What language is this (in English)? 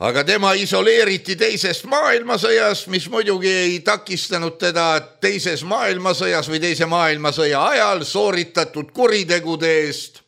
Estonian